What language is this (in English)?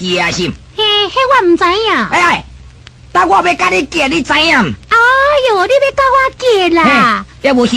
Min Nan Chinese